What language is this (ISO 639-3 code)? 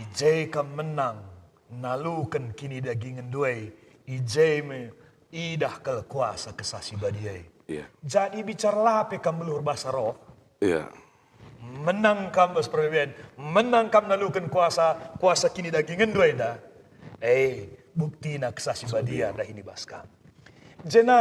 btx